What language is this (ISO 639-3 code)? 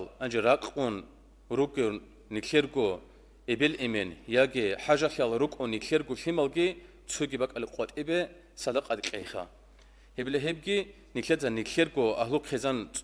ava